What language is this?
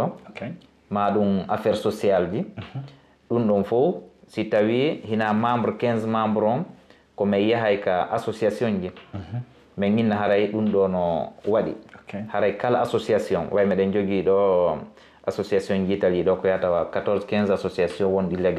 Fula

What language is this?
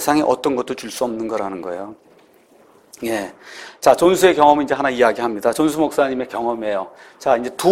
Korean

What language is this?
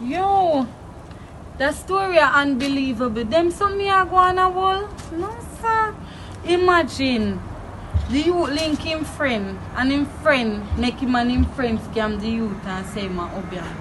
Jamaican Creole English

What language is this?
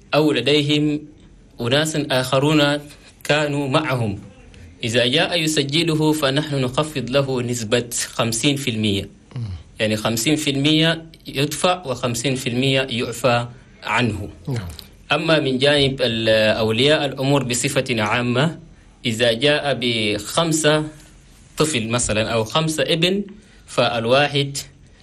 Chadian Arabic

